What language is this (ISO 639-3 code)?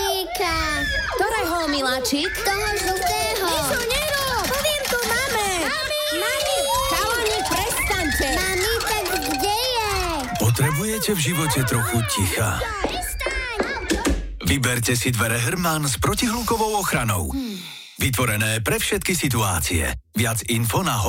slk